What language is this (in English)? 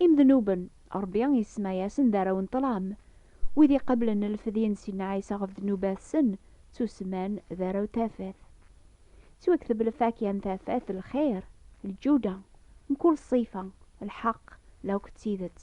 Kabyle